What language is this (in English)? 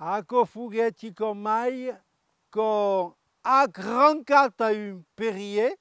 Occitan